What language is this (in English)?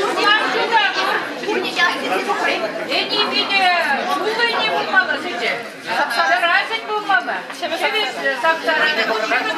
Chuvash